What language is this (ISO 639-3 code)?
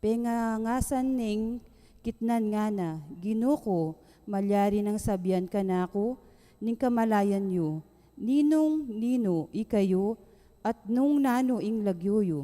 pam